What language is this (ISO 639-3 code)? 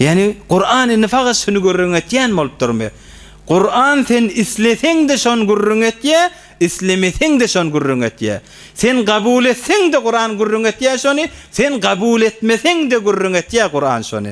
tuk